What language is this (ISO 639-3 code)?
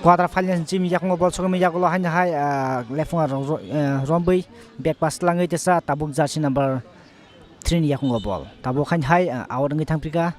trp